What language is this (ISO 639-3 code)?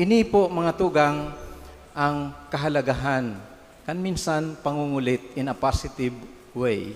bik